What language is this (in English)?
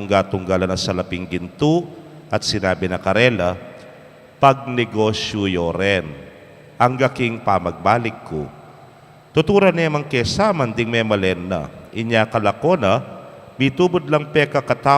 Pampanga